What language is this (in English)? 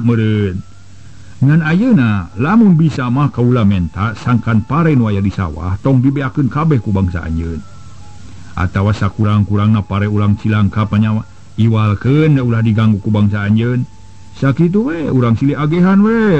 Sundanese